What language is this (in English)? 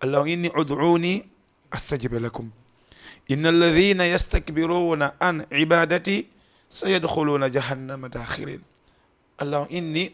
Fula